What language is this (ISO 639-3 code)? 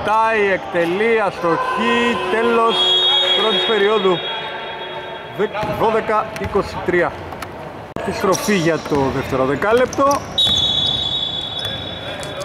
ell